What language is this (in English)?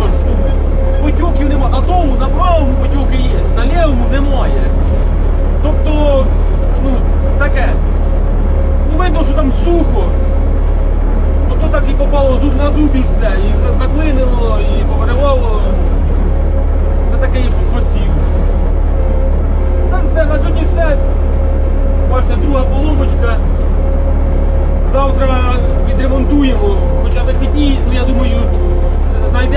Ukrainian